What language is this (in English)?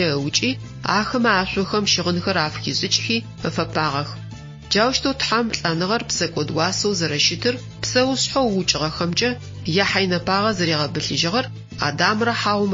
Adyghe